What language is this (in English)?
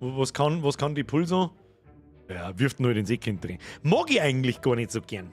Bavarian